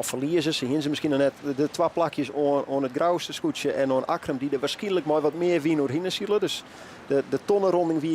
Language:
Western Frisian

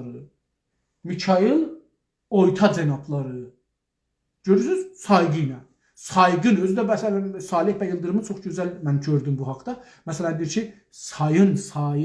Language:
South Azerbaijani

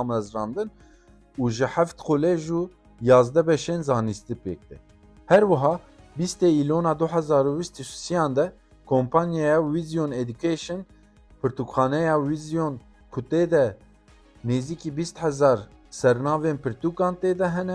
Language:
Kurdish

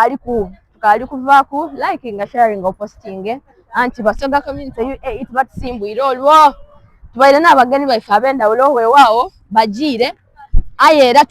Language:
Soga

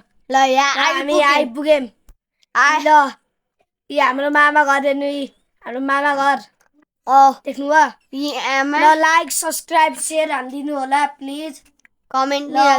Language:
Nepali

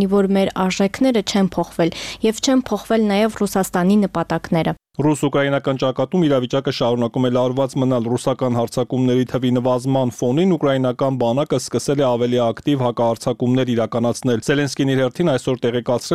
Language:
Armenian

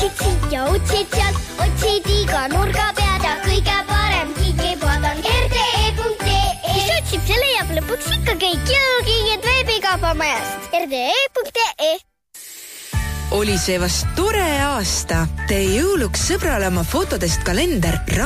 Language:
Estonian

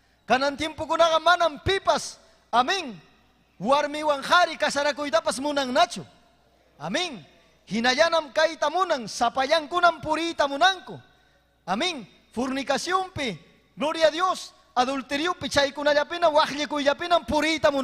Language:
Ayacucho Quechua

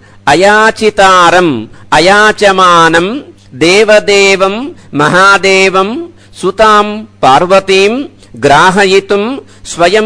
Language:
Sanskrit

